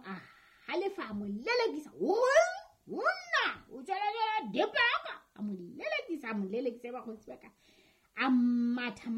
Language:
Southern Sotho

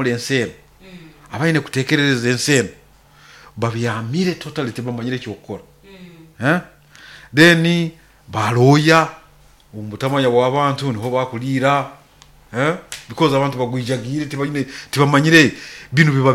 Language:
Nyoro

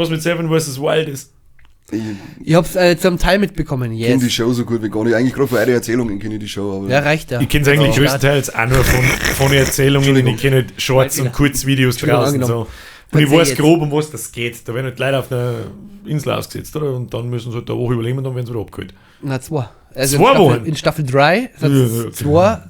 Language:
Bavarian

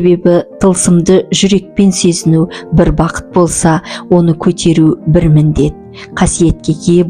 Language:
Kazakh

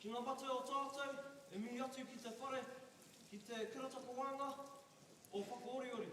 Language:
Māori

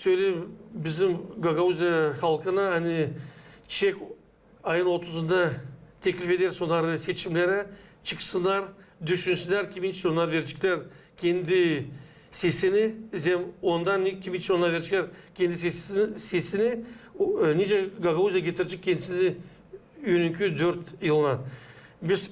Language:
Gagauz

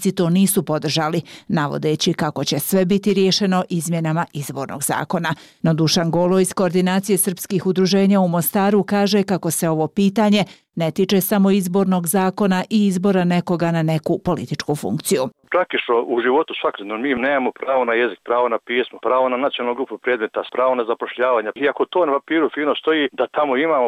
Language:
Serbian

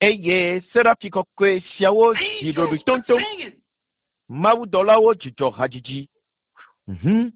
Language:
Ewe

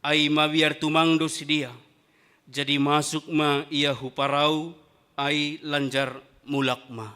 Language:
Batak Simalungun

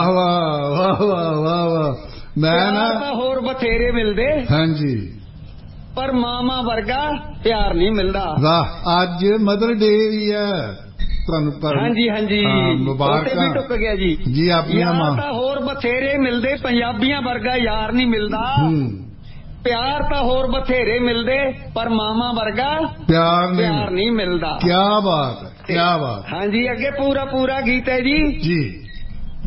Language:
Punjabi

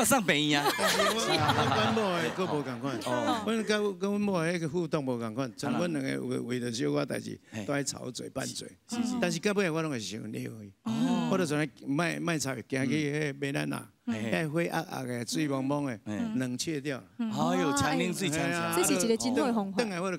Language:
Min Nan Chinese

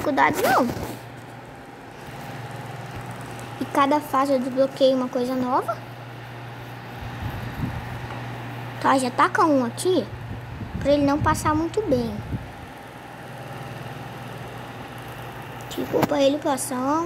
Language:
Portuguese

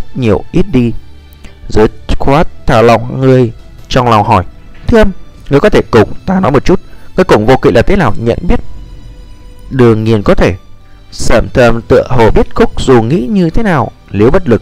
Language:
Vietnamese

